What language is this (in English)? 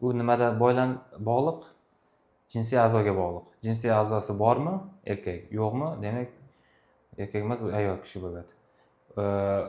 Uzbek